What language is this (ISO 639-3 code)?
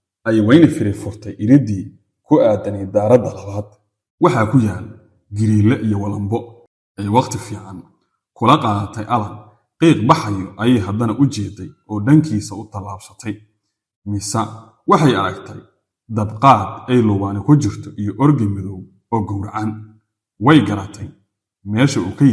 som